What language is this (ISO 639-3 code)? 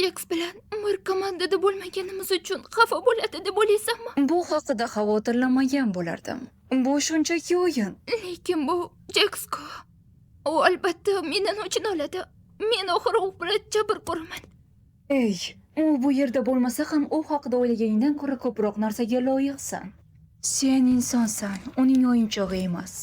uzb